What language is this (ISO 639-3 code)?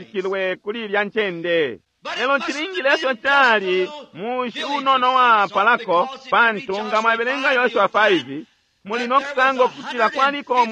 bem